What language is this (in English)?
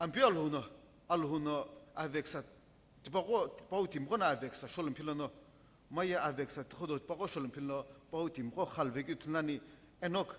Sumi Naga